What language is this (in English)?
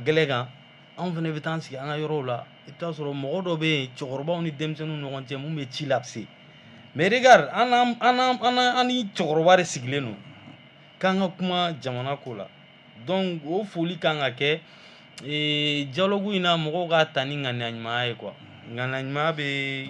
Bambara